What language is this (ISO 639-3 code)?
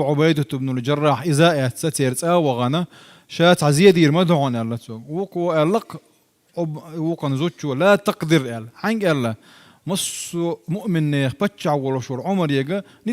che